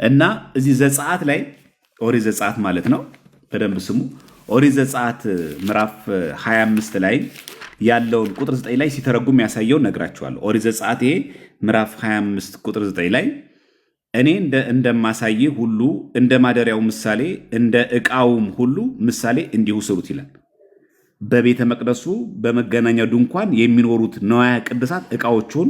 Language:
Amharic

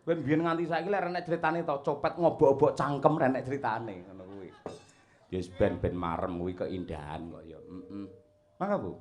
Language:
Javanese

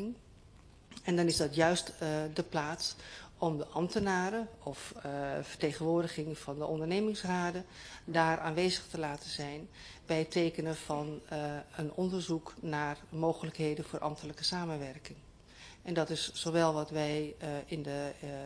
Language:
Dutch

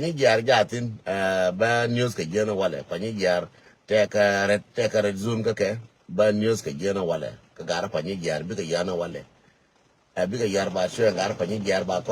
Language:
Nuer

